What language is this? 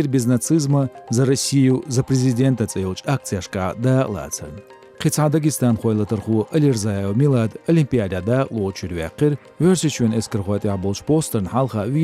Chechen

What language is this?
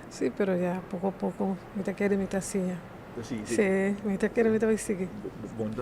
Papiamento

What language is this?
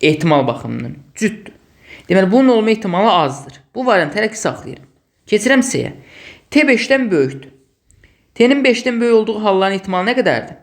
Azerbaijani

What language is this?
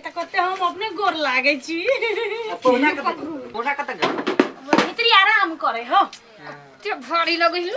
Maithili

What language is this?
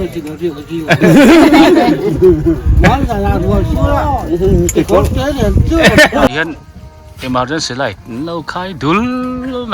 Biete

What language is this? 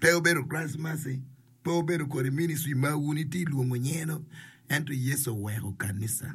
Acoli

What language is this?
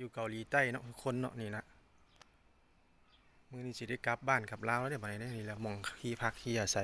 Lao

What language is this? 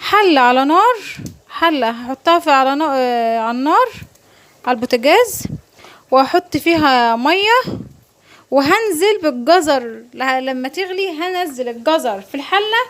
Egyptian Arabic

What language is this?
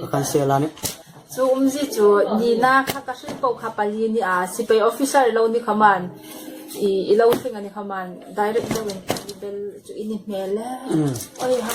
Hmar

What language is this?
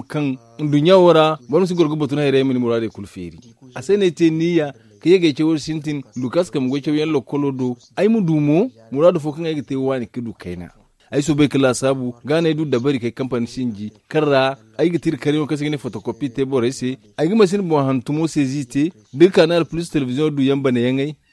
Zarma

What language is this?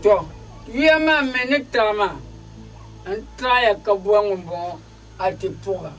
Dagbani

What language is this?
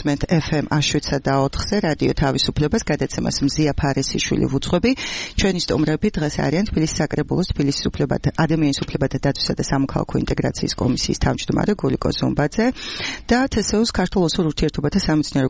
Georgian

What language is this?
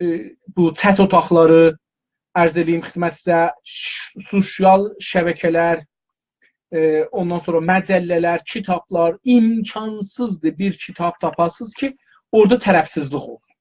South Azerbaijani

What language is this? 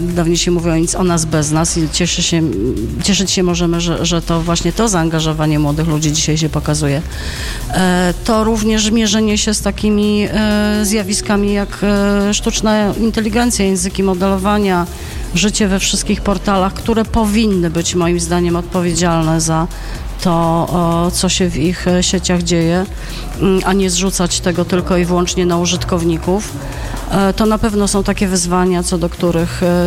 Polish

